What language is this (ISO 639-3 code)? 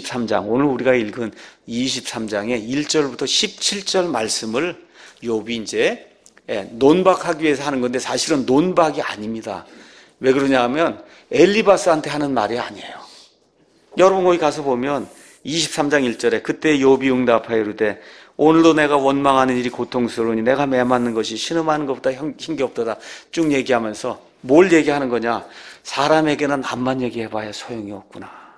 kor